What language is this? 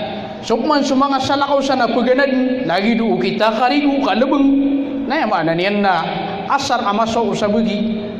Maranao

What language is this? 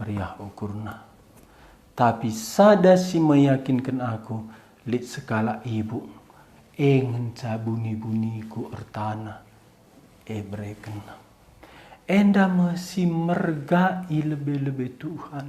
Batak Karo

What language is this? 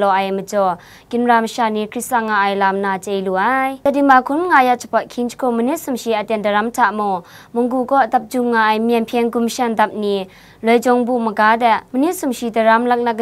Kachin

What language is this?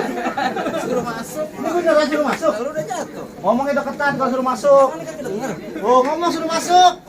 Betawi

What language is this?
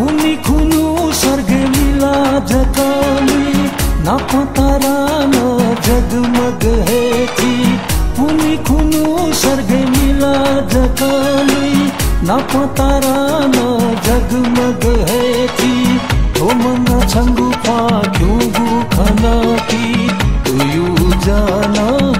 Newari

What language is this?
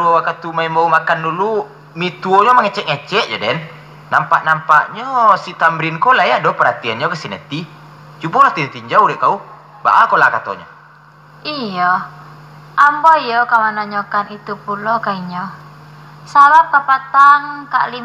Minangkabau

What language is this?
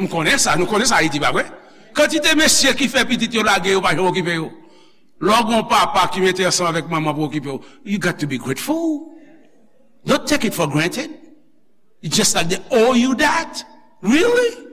Haitian Creole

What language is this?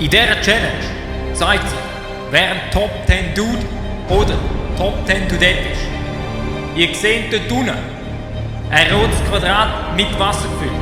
Swiss German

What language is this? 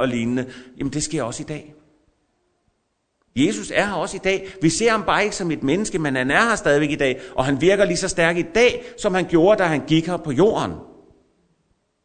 Danish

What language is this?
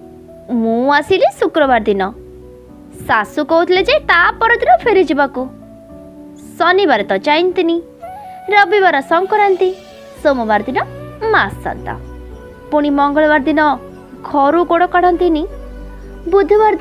Odia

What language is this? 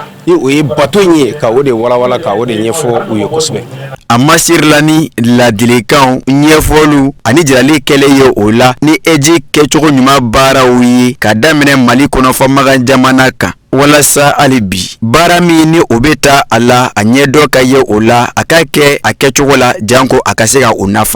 Bambara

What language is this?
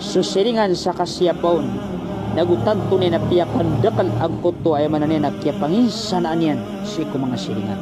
Maranao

